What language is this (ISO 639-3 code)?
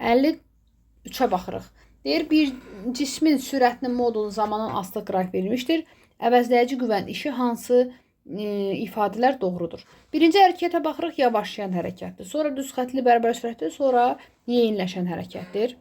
aze